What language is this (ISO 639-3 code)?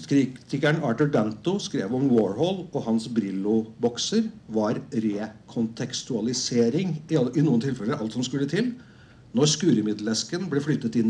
nor